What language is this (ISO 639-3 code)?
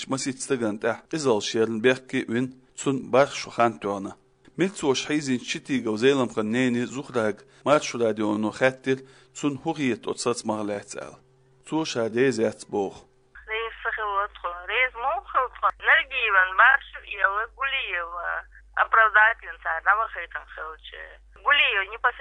che